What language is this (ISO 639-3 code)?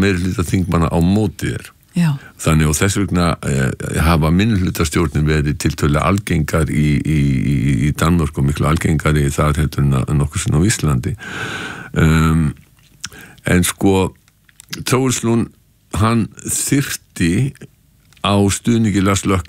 isl